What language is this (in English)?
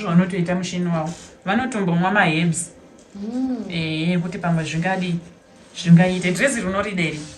Shona